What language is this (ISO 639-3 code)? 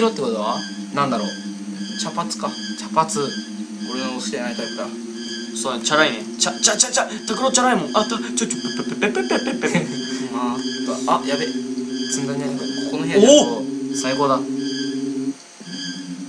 jpn